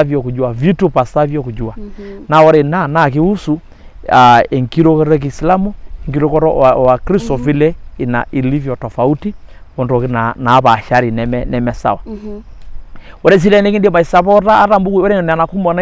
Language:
Masai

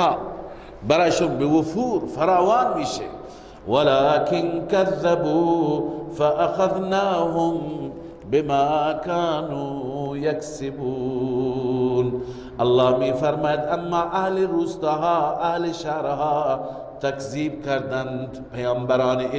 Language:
Persian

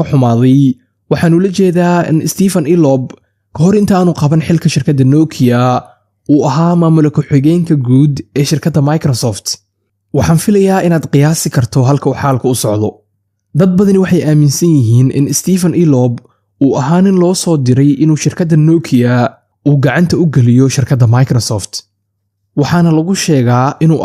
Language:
Somali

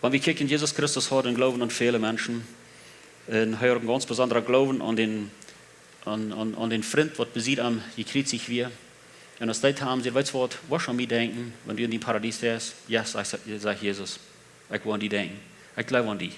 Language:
Plautdietsch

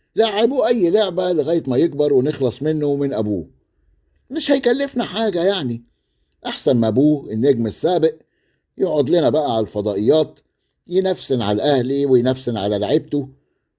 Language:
Egyptian Arabic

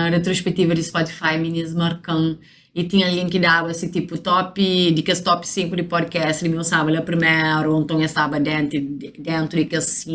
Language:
Kabuverdianu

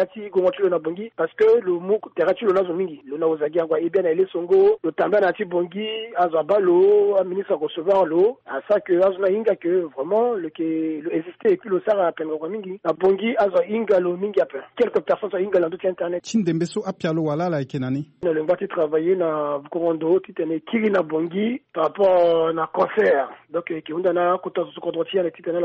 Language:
Sango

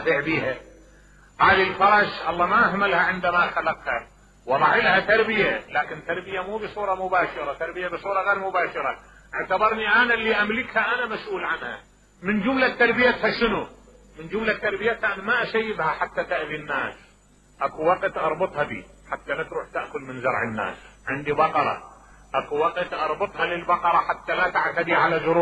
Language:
Mesopotamian Arabic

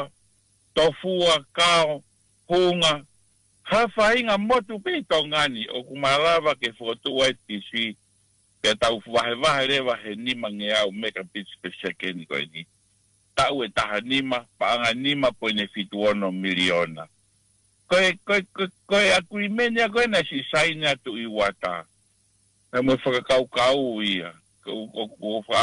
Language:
Tongan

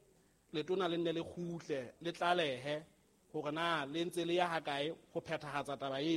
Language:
Southern Sotho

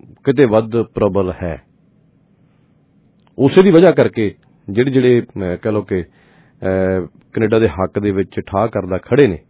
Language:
Punjabi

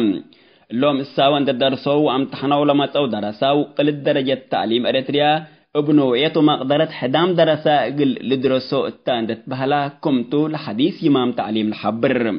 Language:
Tigre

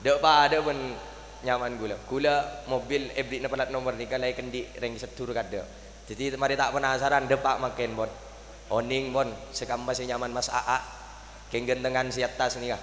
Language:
Madurese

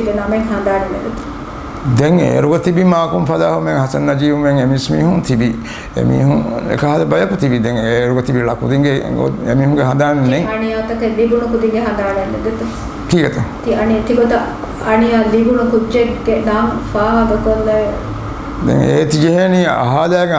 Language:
Divehi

